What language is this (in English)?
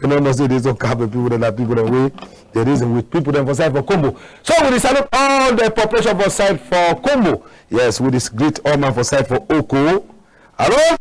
Cameroon Pidgin